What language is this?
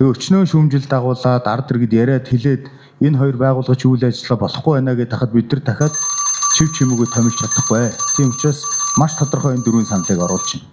Mongolian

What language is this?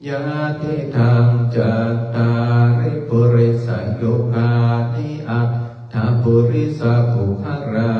Pali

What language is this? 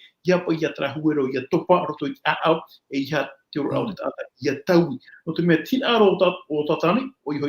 Tahitian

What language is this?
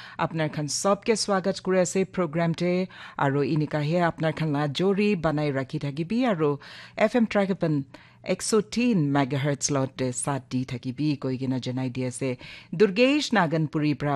Naga Pidgin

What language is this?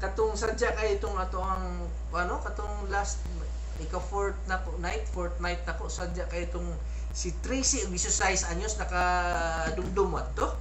Cebuano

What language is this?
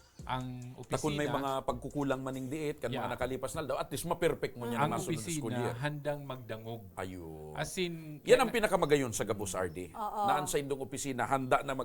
Bikol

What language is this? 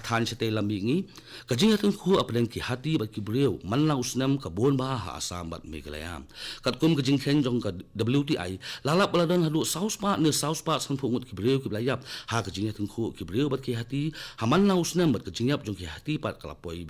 Khasi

